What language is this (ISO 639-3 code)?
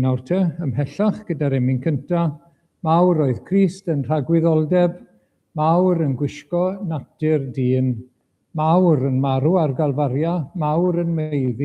cym